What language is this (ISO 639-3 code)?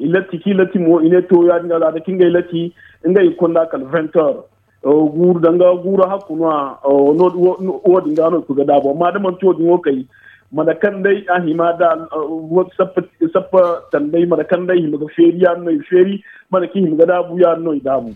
dje